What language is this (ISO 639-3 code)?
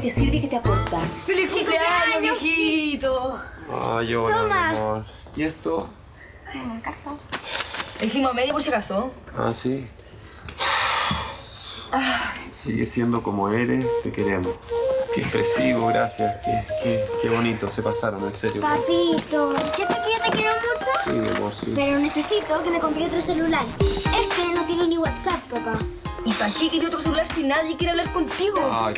spa